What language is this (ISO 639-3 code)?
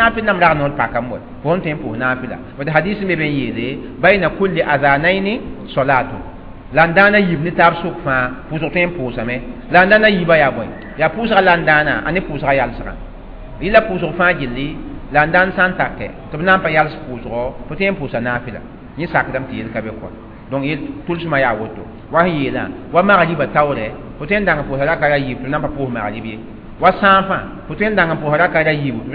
mos